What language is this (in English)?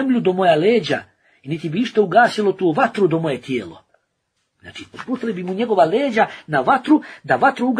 Bosnian